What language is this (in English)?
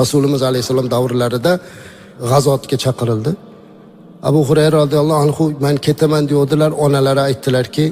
Uzbek